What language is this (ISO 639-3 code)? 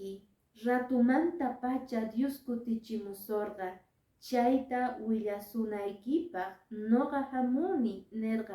que